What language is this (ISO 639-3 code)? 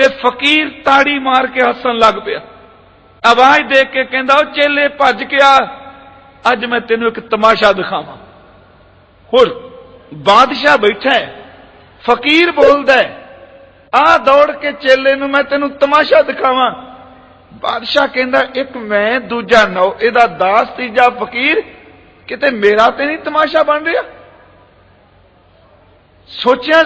pan